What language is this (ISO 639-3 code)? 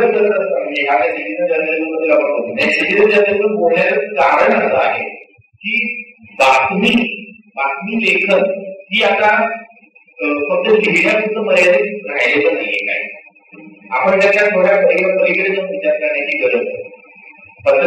mar